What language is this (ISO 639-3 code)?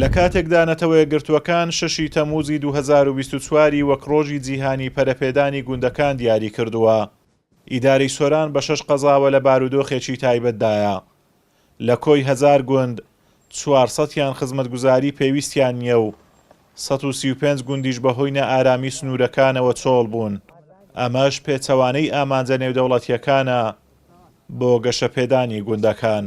ckb